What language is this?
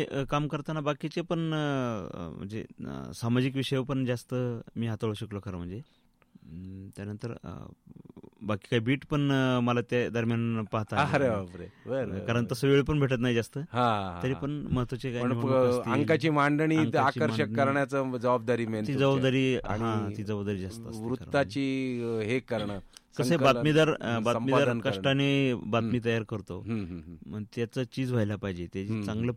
Marathi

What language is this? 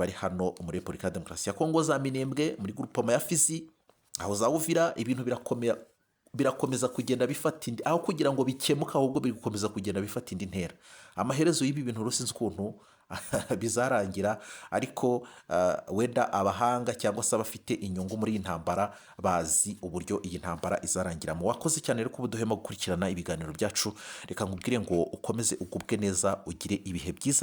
Kinyarwanda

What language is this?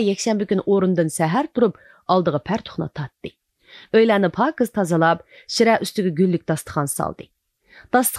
Uyghur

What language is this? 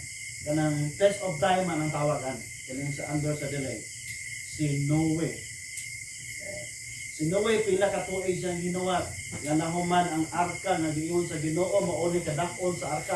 Cebuano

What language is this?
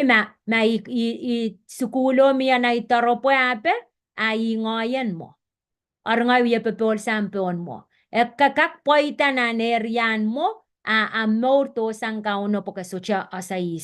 Pohnpeian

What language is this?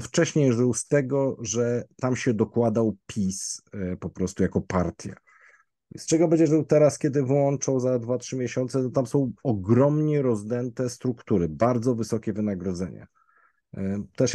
Polish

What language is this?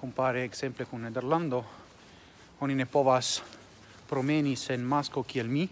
Esperanto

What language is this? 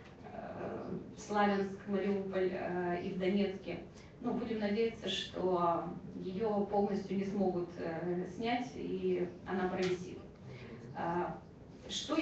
Russian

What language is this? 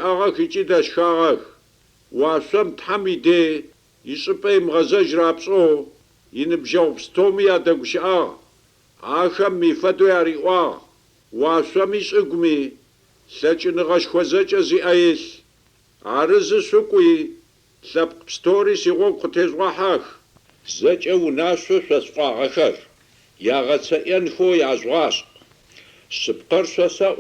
Adyghe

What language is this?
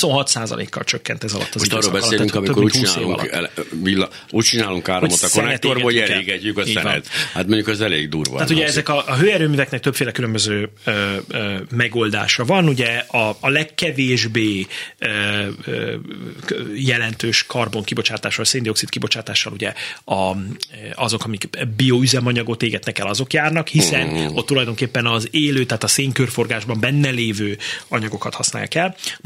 Hungarian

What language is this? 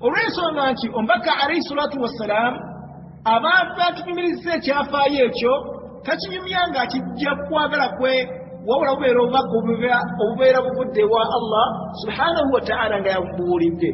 Ganda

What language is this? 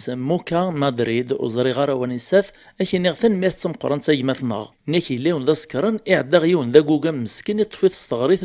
Kabyle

